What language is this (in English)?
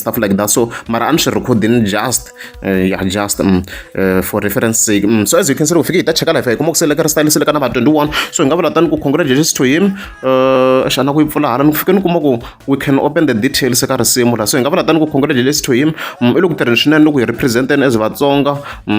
Tsonga